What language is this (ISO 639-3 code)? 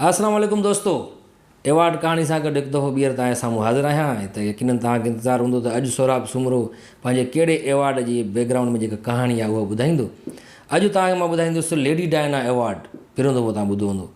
snd